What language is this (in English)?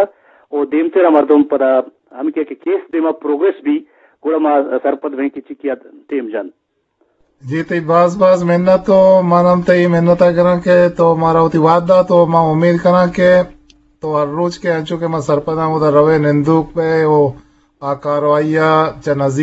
Eastern Balochi